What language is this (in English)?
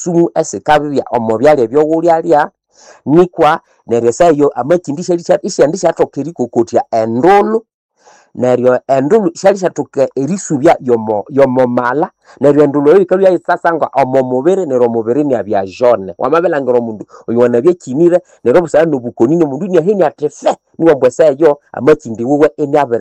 Nande